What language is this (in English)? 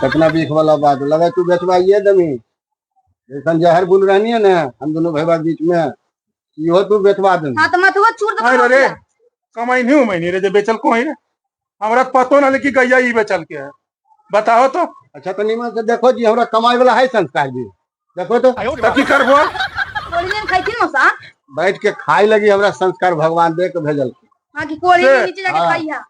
Magahi